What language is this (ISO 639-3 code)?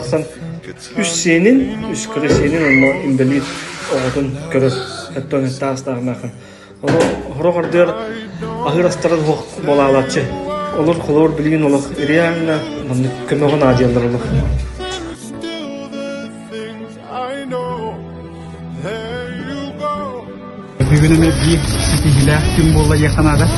sah